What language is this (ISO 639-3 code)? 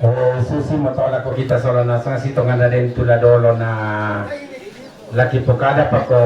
sda